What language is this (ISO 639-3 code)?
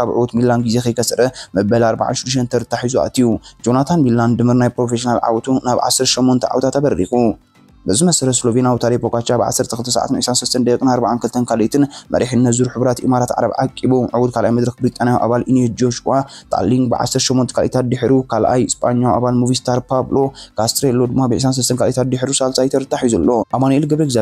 tir